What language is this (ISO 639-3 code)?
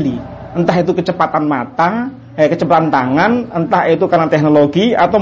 ind